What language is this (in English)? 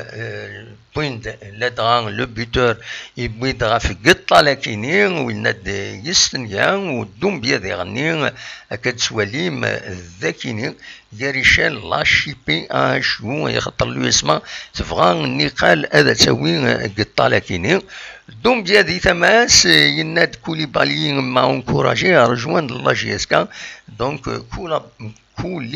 Kabyle